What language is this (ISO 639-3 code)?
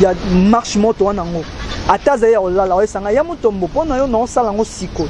lin